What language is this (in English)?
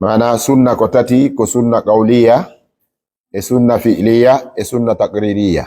Fula